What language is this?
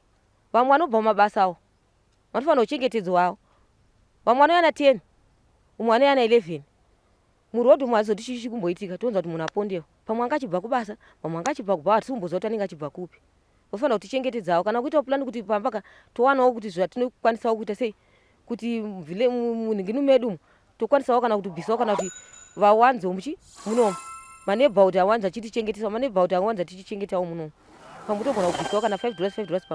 Shona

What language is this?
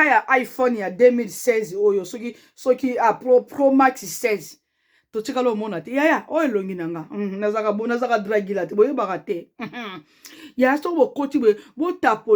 Lingala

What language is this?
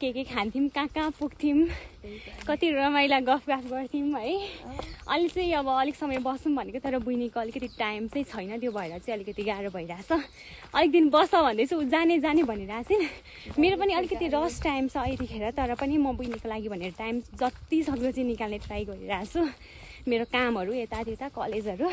Nepali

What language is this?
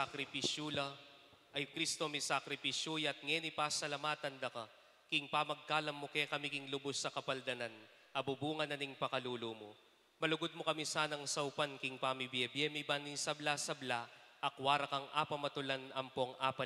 Pampanga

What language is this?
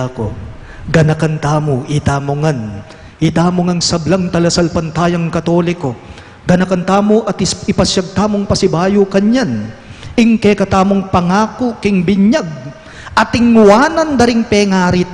Pampanga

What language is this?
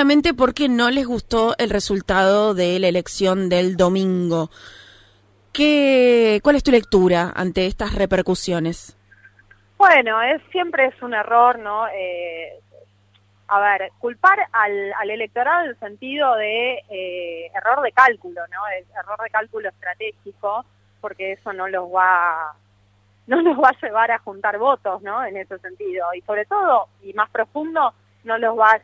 Spanish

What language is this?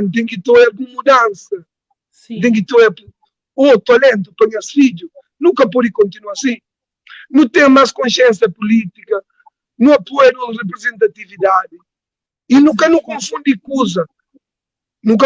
Kabuverdianu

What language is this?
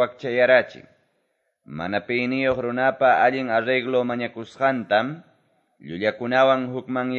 Quechua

